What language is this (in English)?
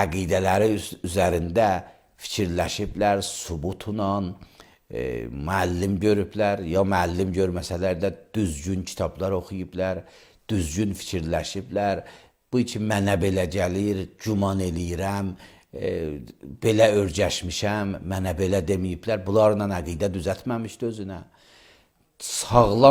Azerbaijani